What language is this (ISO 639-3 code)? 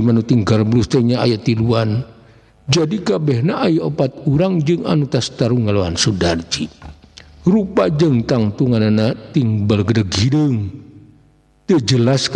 sun